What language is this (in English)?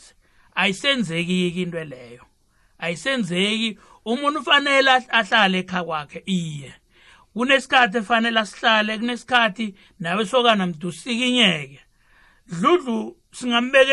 South Ndebele